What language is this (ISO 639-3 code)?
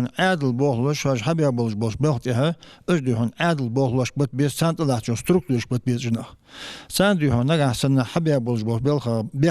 inh